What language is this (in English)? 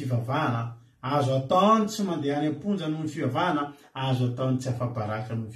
Malagasy